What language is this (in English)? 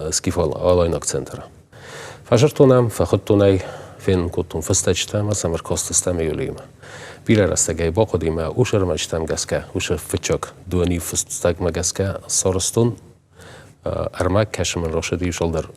Ossetic